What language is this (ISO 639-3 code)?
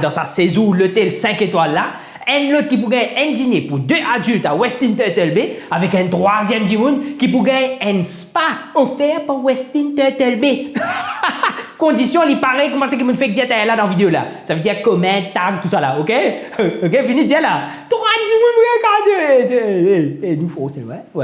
mfe